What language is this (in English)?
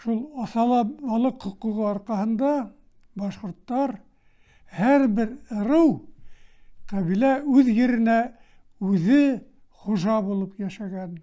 Bashkir